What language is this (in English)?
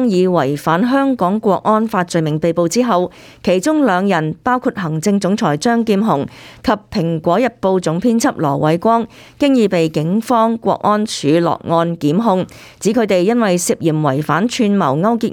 Cantonese